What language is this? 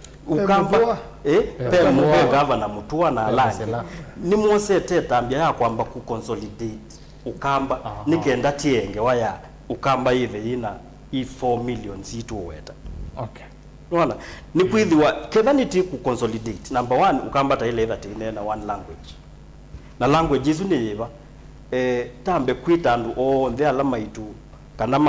Kamba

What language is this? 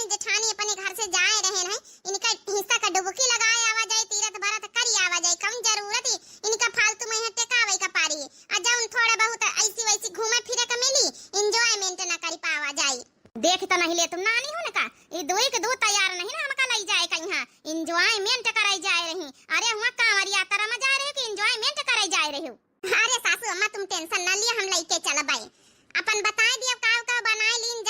Awadhi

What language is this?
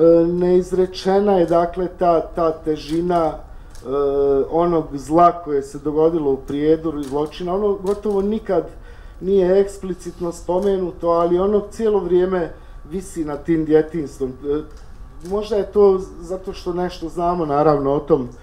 Bosnian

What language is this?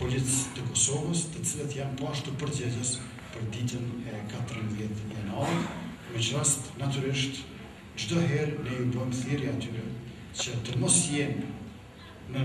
Albanian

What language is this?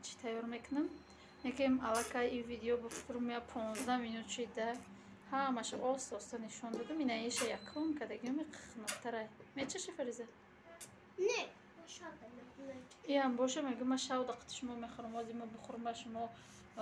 Tajik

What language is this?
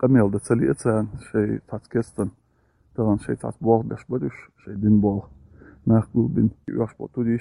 Chechen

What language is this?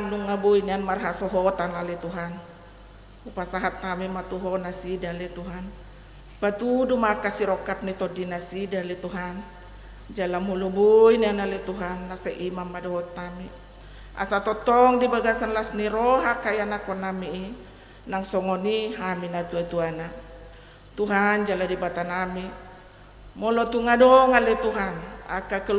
Batak Toba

